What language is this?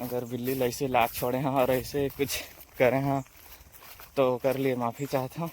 Chhattisgarhi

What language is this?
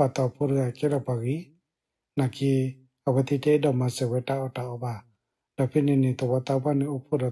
S'gaw Karen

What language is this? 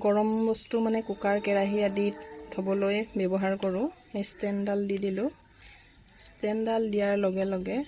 Assamese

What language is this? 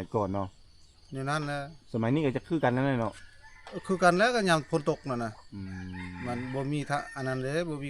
Lao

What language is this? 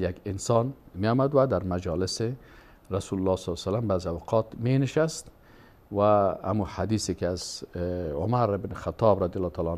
Persian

